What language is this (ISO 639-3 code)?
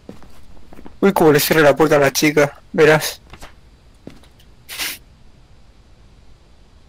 spa